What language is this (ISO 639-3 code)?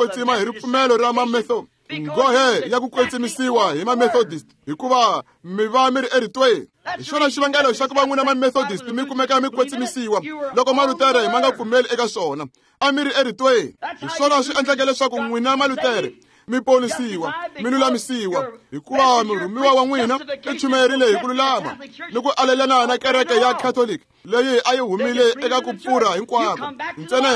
tso